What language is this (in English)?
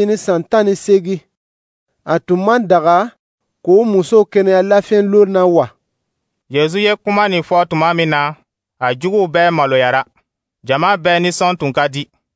Dyula